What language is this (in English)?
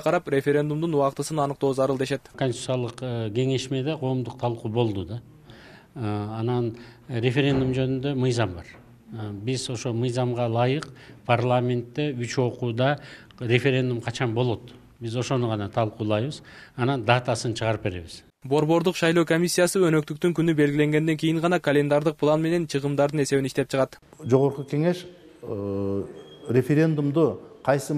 Kyrgyz